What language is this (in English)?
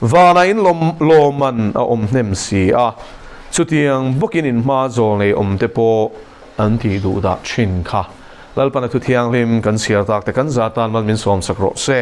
Mizo